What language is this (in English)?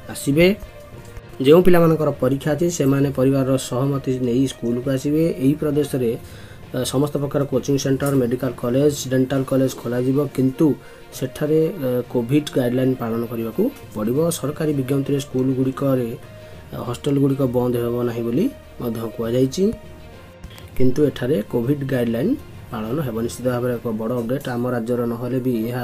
Odia